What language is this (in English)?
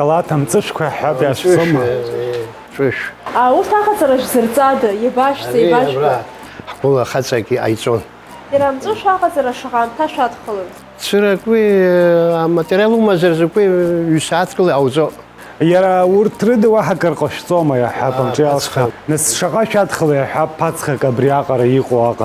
Abkhazian